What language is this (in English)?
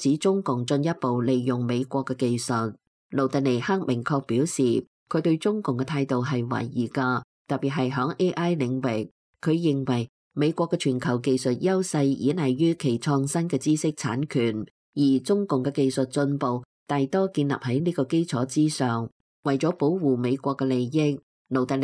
Cantonese